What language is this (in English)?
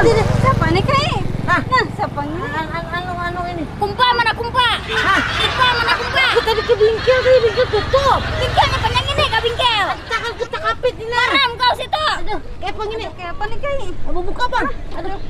Banjar